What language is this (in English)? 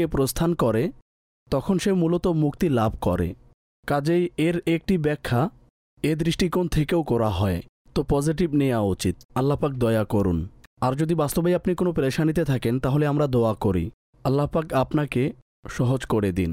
Bangla